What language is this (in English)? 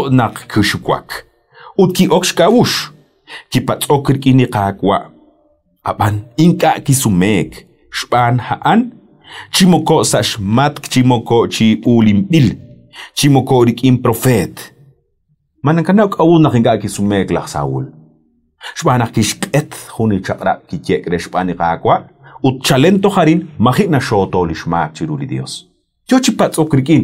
Kekchí